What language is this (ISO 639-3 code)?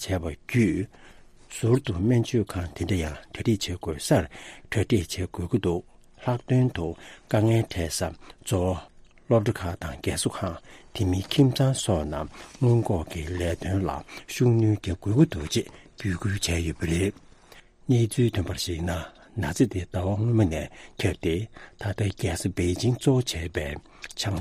bod